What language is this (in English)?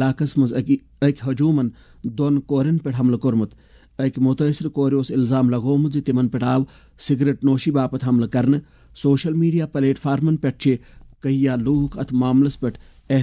Kashmiri